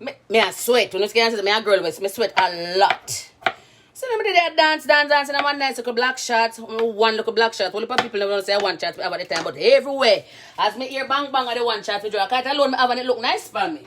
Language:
Jamaican Creole English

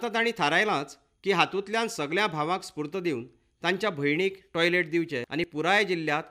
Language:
Konkani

